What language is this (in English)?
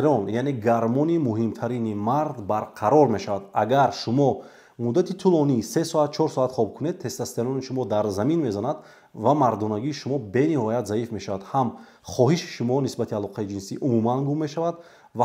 Tajik